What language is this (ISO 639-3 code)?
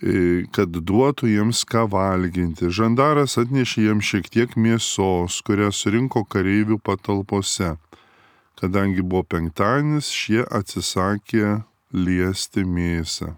lit